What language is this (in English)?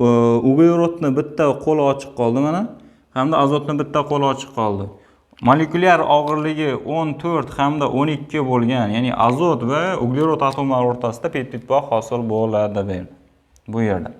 Uzbek